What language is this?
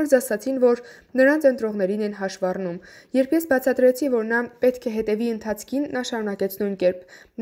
Armenian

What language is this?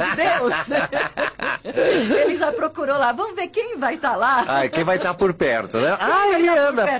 Portuguese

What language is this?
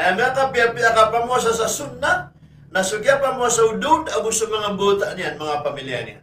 Maranao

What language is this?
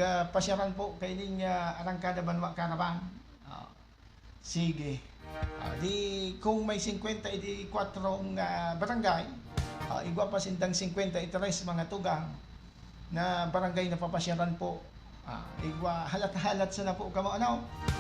Bikol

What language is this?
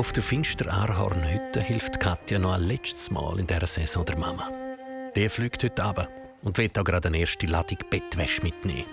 Swiss German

